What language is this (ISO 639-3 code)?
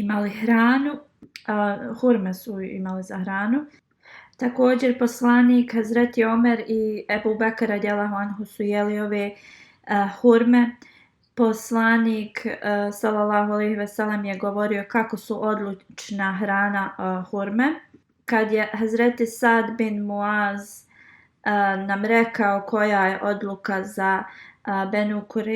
bos